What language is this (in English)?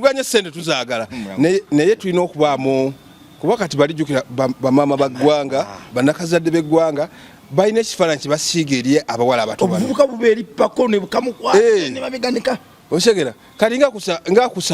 Ganda